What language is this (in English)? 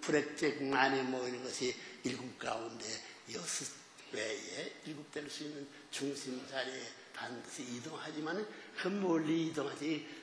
Korean